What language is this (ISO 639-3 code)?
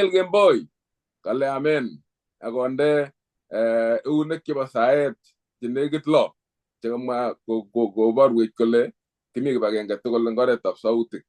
kln